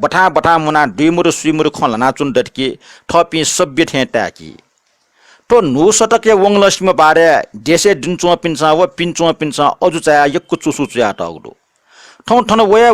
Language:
Newari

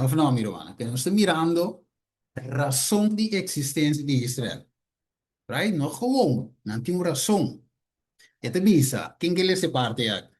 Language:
Papiamento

